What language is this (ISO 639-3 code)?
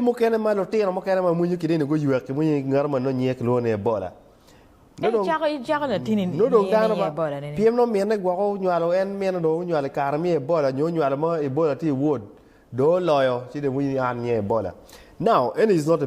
ach